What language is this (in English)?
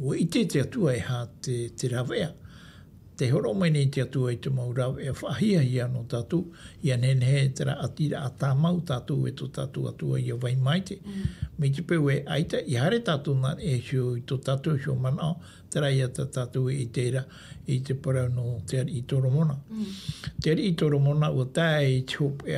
Tahitian